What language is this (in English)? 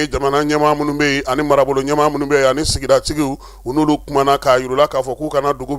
Bambara